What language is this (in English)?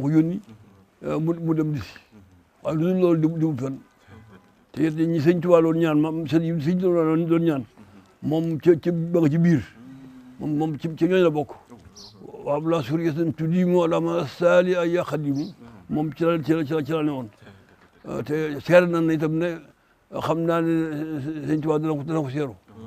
Wolof